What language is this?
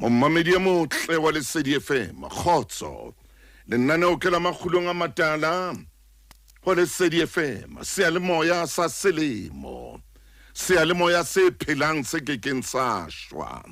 Southern Sotho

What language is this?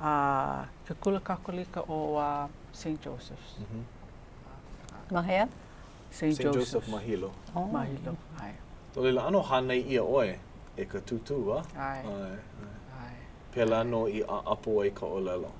Hawaiian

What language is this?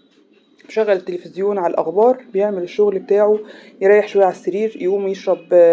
Egyptian Arabic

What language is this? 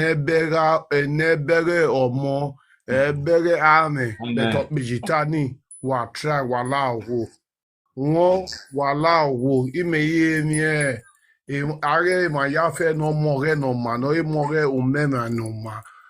Nigerian Pidgin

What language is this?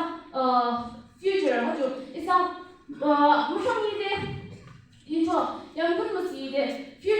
Yimchungru Naga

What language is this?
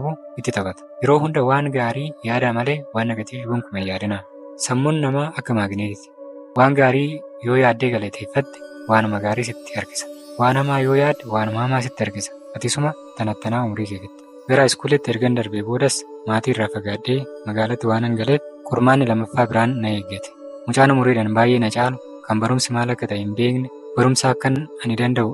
Oromo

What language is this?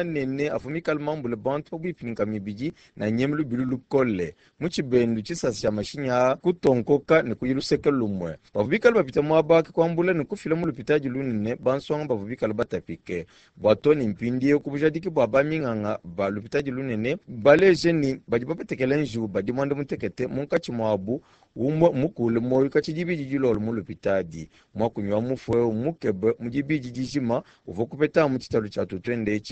Luba-Lulua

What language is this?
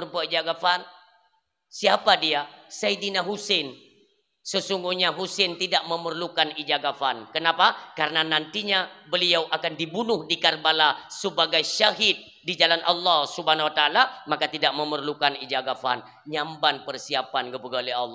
Achinese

